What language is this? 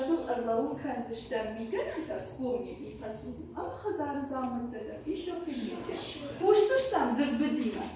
Ossetic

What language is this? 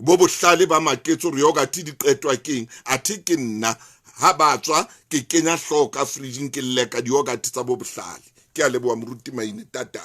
Southern Sotho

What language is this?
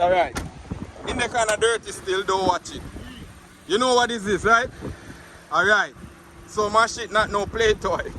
Jamaican Creole English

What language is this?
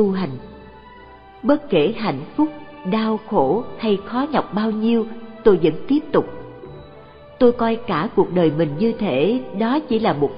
Vietnamese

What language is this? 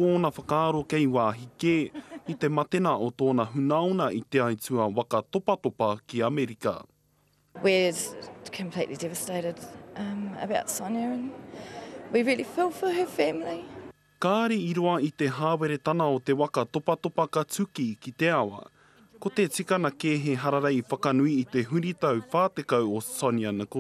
Māori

